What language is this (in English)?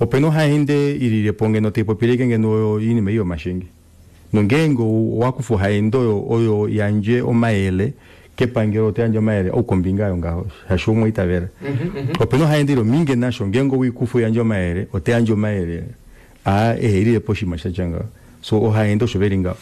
Kuanyama